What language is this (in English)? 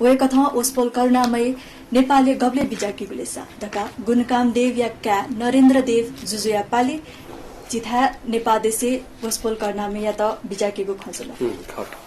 Newari